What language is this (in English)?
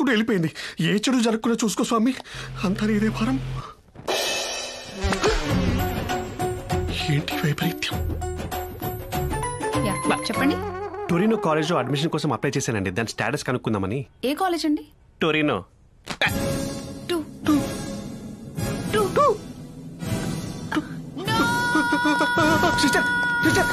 Telugu